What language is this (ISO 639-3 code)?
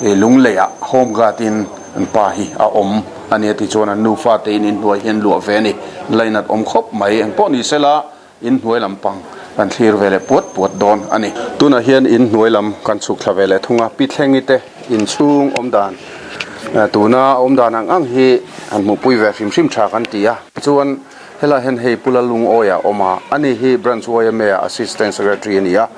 lus